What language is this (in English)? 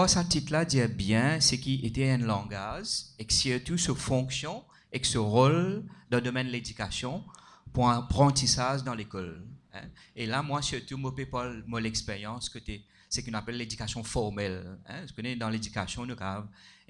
Morisyen